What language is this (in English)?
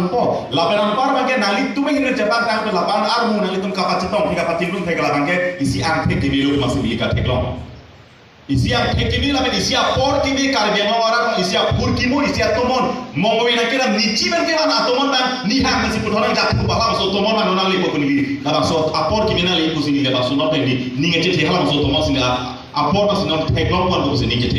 Karbi